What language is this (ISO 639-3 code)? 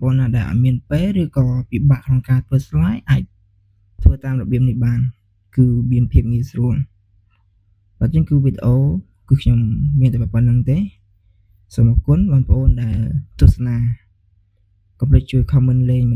khm